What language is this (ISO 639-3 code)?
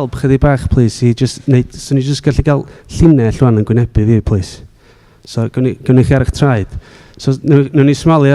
cym